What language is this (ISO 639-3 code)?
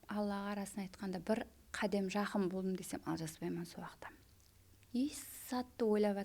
kaa